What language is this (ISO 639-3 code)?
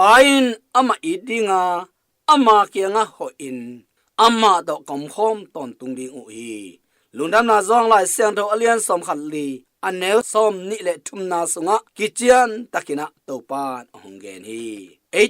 ctd